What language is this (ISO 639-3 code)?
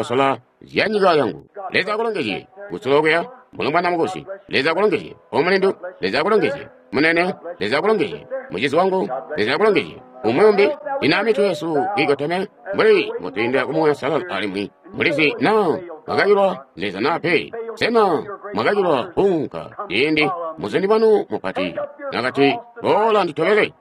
toi